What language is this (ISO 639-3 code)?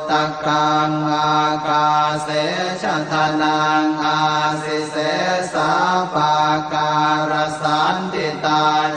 pli